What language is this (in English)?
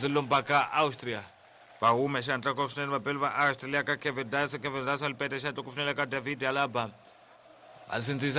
Tsonga